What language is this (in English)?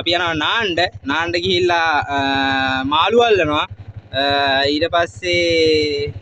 Sinhala